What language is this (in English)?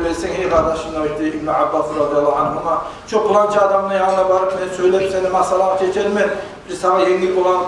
Kumyk